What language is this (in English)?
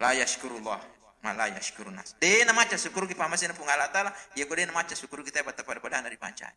Buginese